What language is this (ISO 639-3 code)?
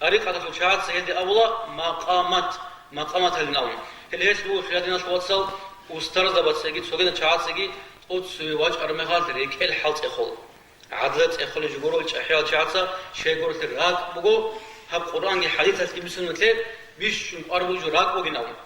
ava